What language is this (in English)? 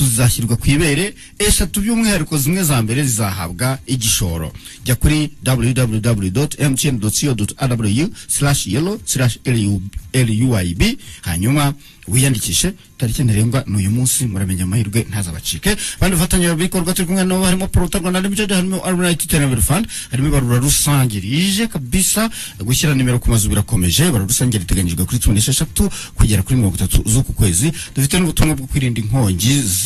Kinyarwanda